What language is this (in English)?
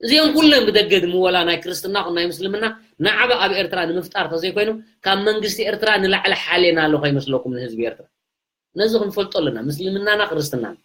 Tigrinya